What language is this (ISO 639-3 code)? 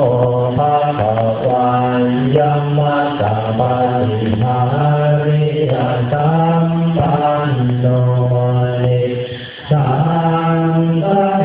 pli